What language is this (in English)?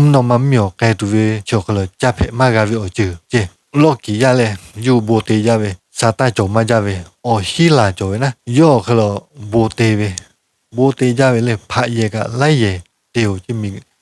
Lahu